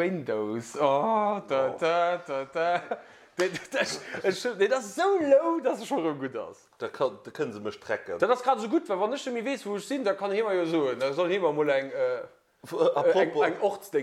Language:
Luxembourgish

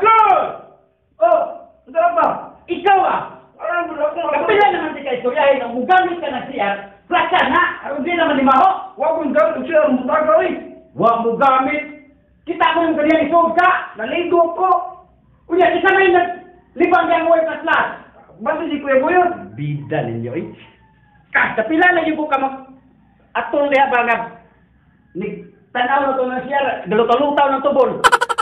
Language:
Cebuano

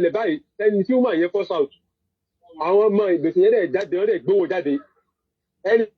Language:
Yoruba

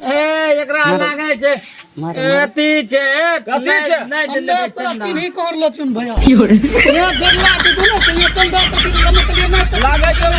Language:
Maithili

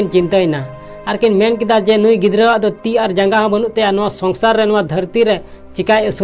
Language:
Santali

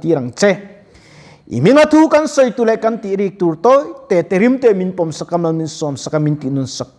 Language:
Mizo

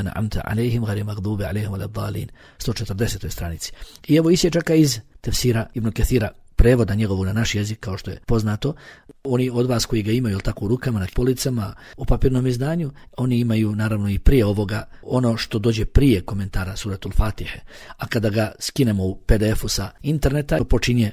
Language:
Bosnian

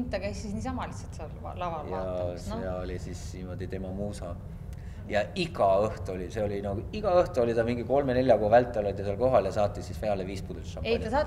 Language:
Estonian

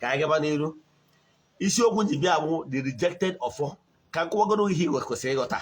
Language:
Igbo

